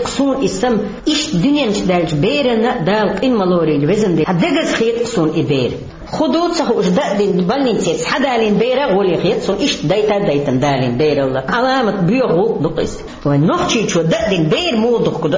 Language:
Chechen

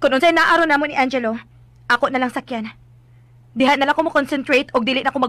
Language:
Cebuano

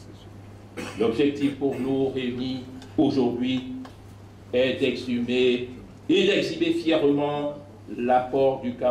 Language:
French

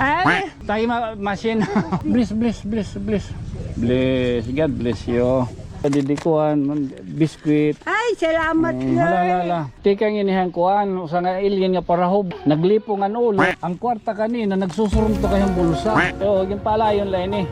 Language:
Waray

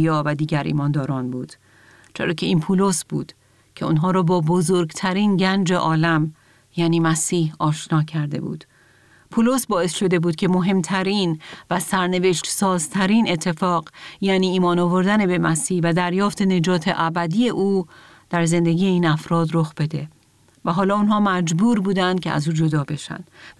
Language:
Persian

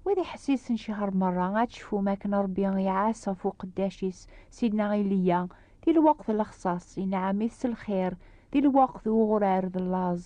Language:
Kabyle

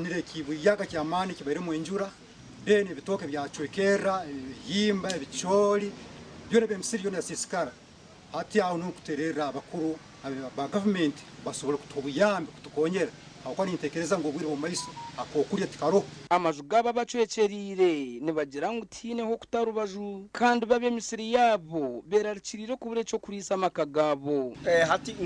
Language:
Nyankole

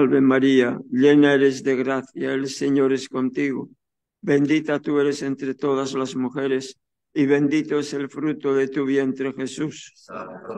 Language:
Spanish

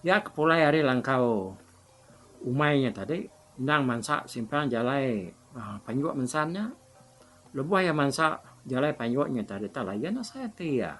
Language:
Iban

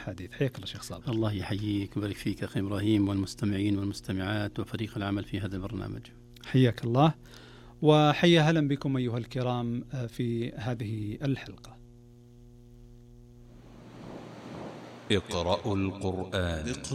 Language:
Arabic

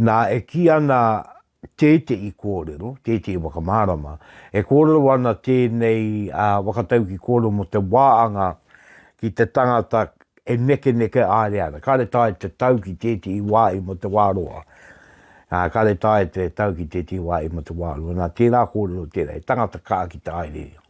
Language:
Māori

